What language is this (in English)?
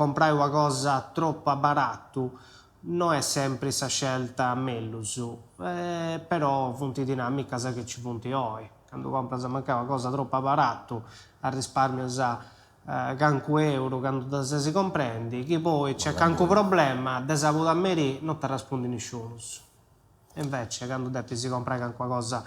Sardinian